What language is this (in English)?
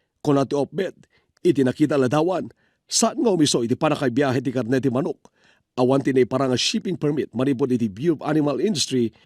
Iloko